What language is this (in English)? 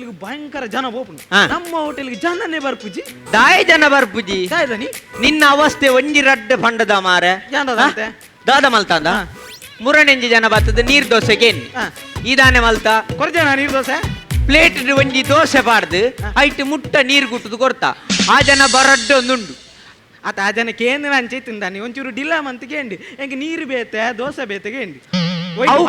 Tulu